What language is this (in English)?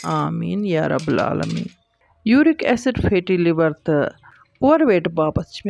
Kashmiri